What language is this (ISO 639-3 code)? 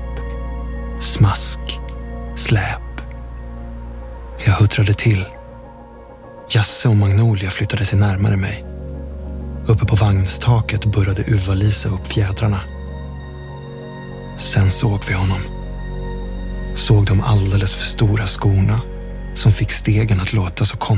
swe